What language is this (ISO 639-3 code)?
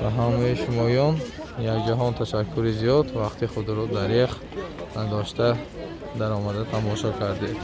tgk